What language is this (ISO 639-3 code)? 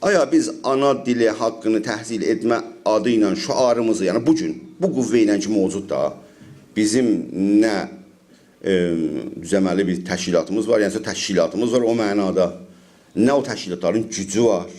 azb